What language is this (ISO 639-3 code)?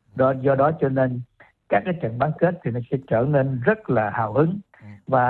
vie